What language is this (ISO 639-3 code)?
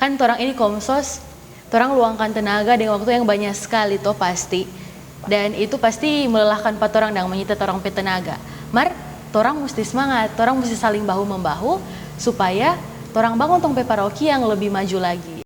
xmm